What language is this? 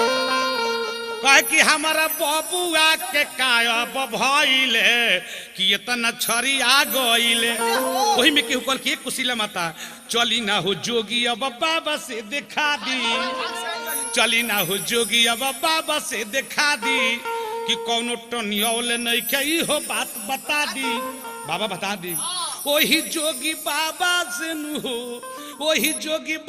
Bhojpuri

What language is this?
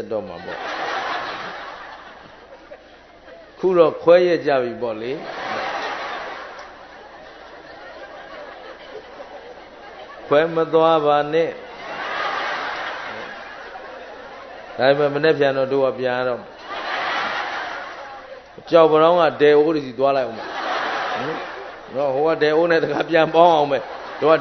Burmese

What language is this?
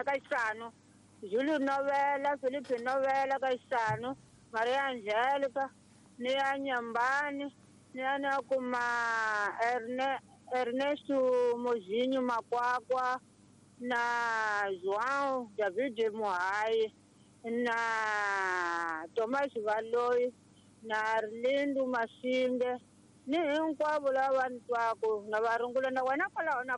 Tsonga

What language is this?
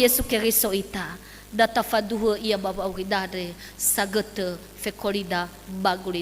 Nias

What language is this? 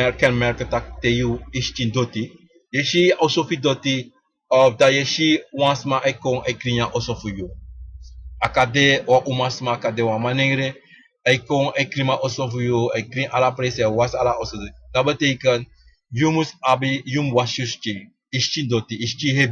Sranan Tongo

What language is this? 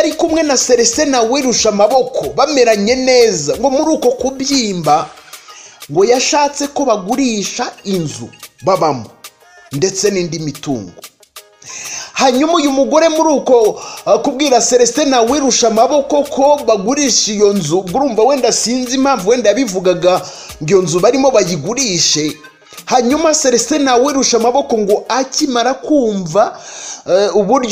Kinyarwanda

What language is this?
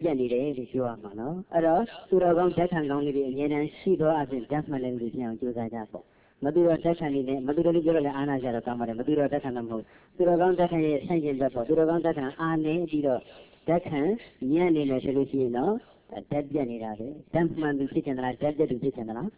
Burmese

